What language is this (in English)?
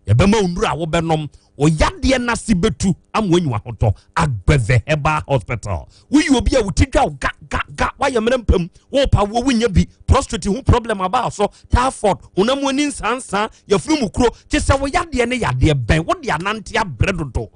Akan